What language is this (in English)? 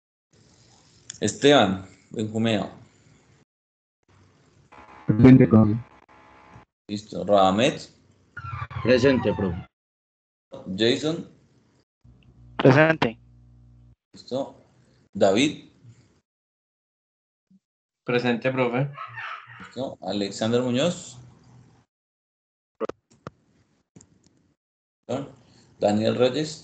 Spanish